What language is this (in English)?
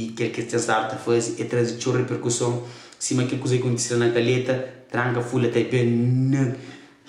Kabuverdianu